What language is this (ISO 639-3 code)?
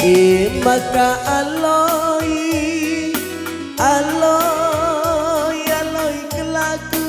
btx